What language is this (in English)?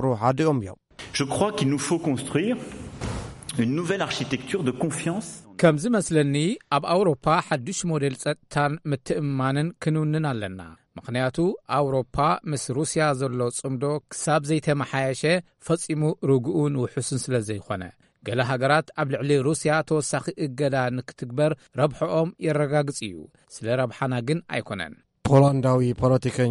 Tigrinya